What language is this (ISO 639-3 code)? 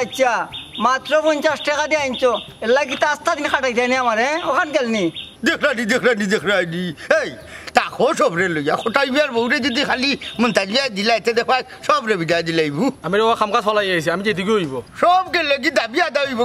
syl